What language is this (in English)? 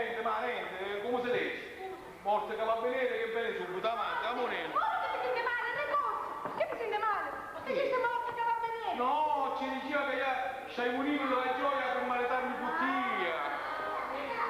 Sicilian